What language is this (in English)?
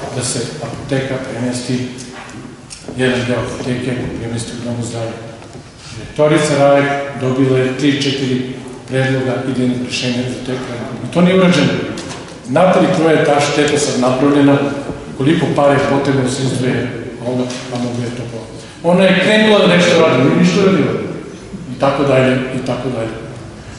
Serbian